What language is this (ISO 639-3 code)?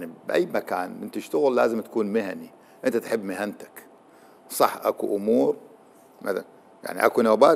acm